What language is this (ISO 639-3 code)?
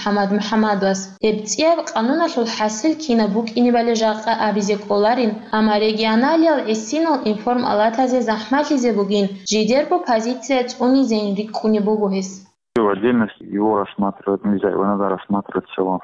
ava